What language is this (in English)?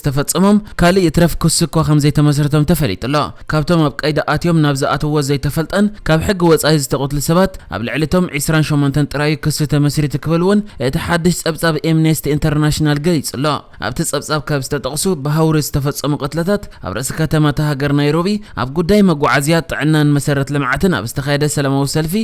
Tigrinya